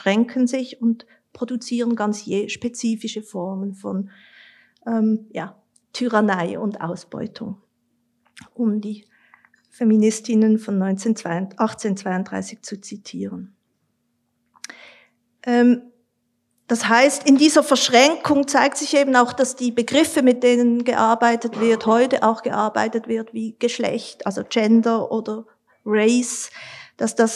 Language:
German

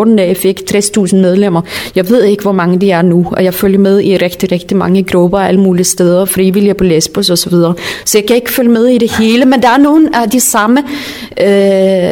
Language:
Danish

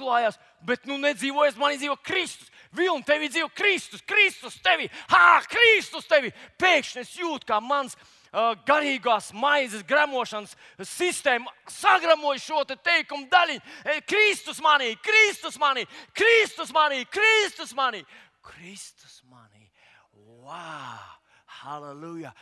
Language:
Latvian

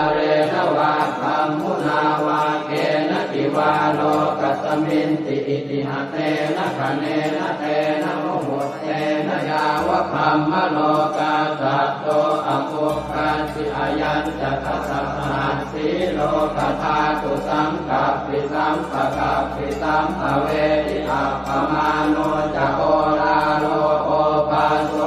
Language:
Pali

